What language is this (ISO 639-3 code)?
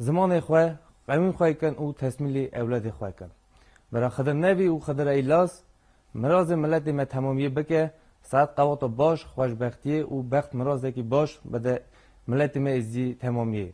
kur